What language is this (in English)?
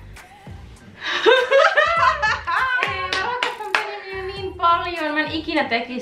Finnish